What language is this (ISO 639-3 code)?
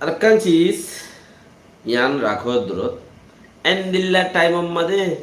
rhg